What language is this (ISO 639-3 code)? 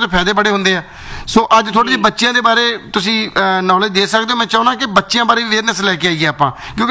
pan